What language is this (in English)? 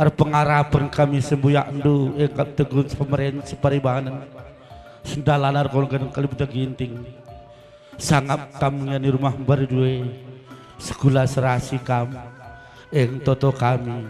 Batak Karo